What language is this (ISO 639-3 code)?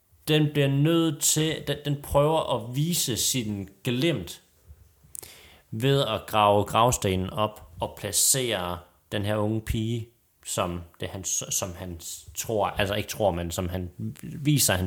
dan